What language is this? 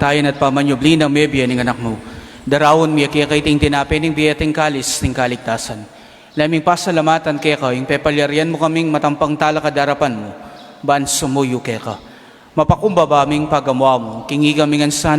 Pampanga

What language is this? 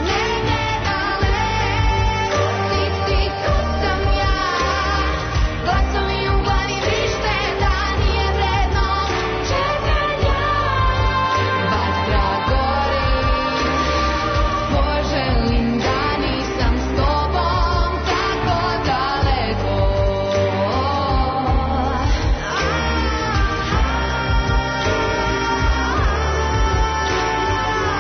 Serbian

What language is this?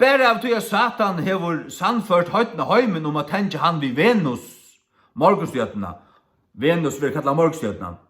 Faroese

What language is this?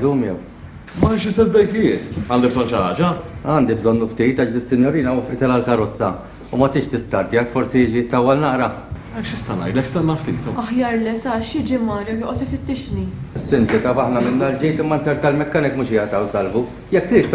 Maltese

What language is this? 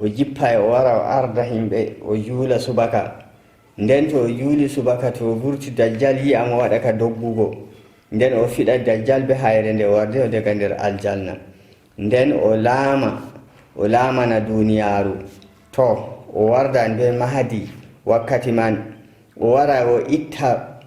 Nigerian Fulfulde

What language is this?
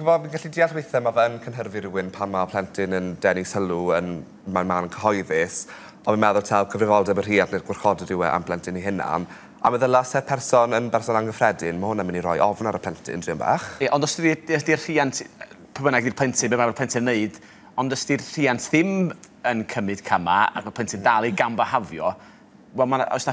Welsh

